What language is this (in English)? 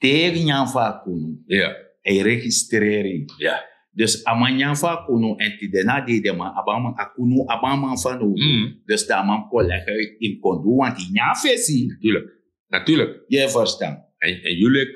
Sranan Tongo